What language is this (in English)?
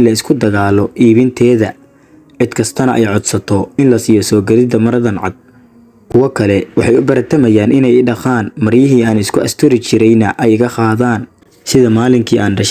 Somali